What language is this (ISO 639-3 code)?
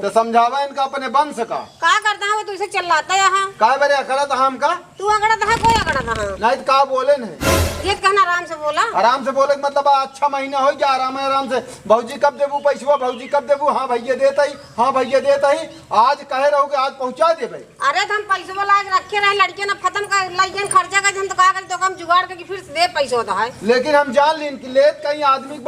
awa